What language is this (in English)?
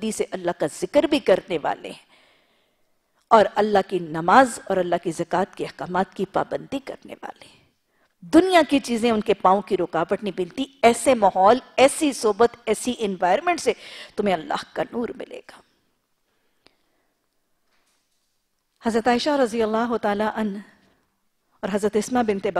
Urdu